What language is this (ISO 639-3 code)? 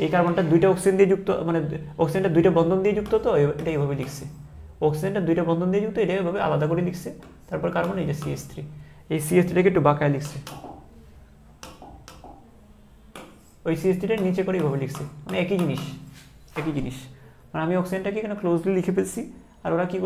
ben